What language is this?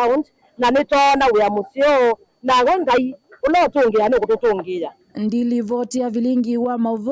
Kamba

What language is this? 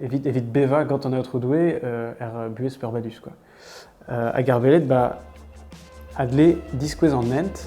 Breton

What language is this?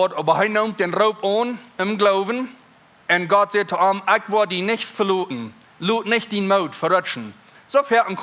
Plautdietsch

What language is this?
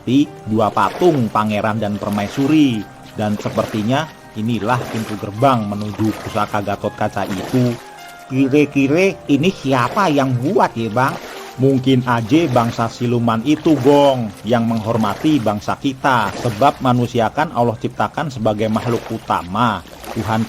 Betawi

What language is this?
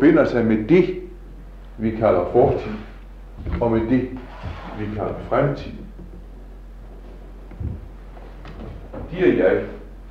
Danish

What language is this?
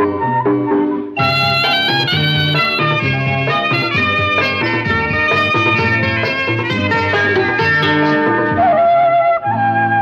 Malayalam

